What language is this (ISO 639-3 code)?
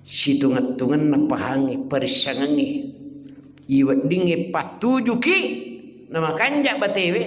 bug